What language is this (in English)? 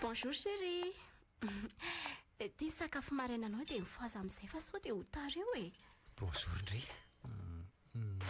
Malagasy